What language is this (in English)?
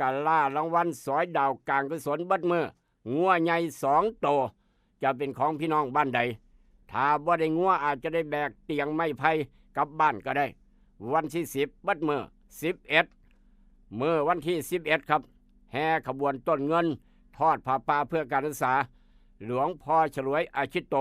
Northeastern Thai